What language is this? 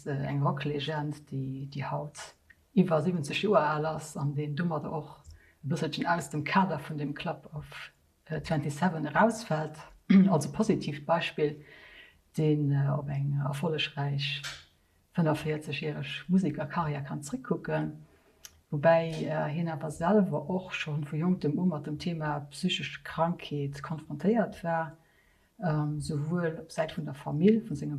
Luxembourgish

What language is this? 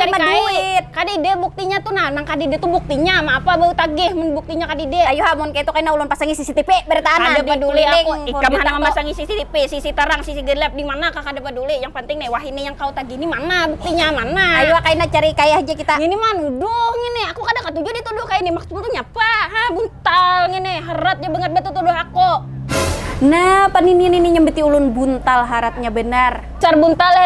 Banjar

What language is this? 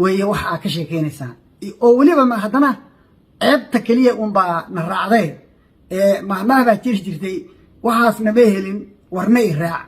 Somali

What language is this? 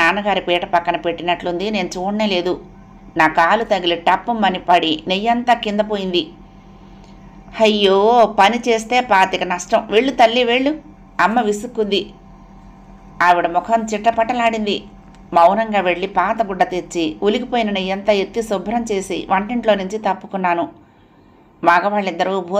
Telugu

